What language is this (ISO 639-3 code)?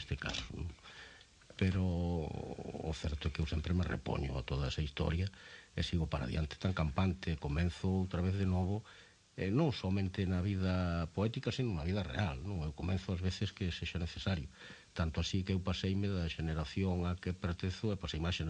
glg